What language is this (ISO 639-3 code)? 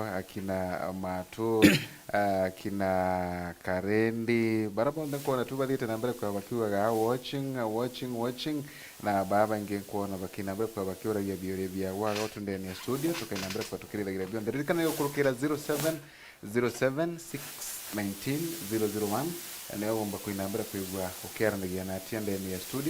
mer